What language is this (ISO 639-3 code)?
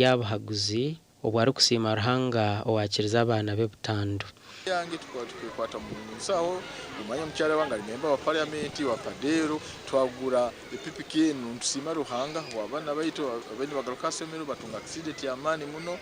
nyn